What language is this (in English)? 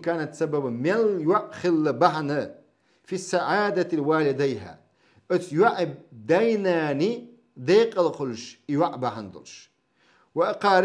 Chechen